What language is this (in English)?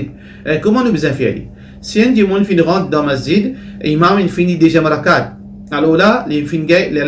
Morisyen